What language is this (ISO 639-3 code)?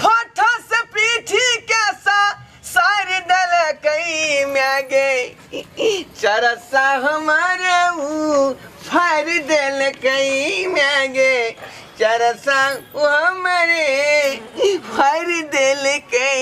mai